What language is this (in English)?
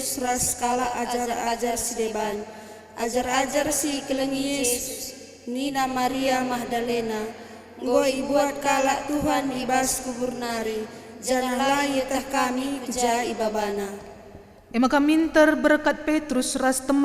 Batak Karo